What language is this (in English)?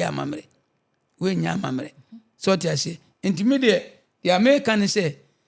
Akan